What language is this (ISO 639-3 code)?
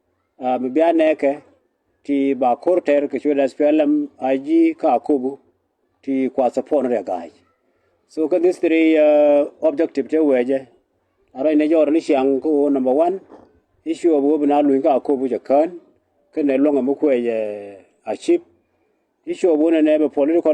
nus